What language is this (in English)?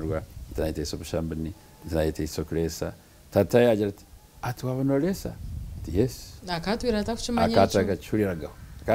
Nyankole